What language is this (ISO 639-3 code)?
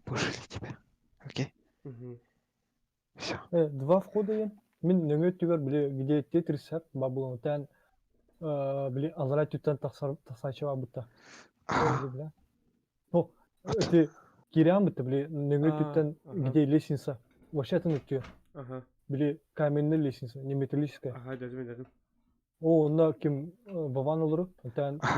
sah